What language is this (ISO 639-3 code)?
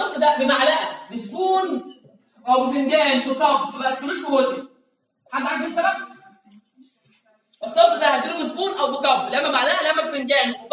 arz